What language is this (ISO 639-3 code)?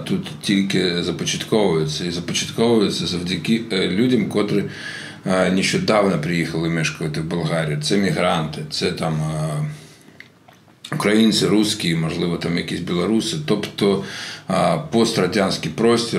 ukr